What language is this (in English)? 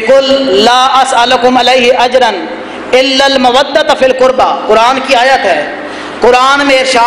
Urdu